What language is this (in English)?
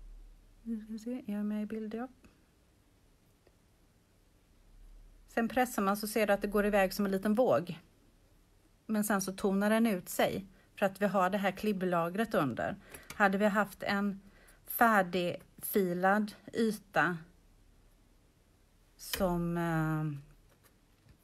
Swedish